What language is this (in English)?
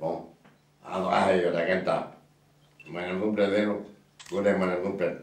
Breton